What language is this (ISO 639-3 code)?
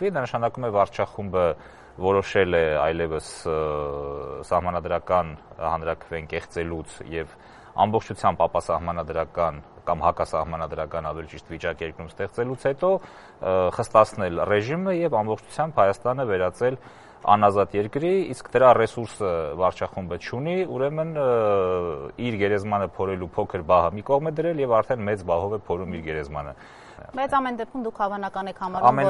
hye